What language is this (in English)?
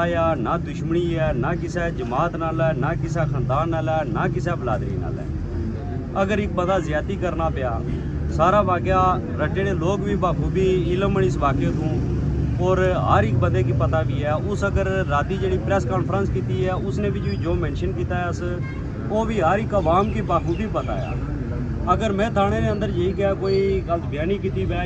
Pahari-Potwari